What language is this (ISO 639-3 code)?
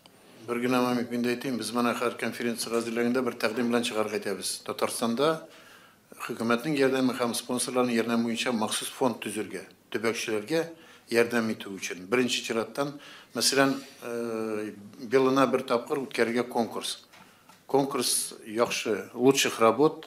tat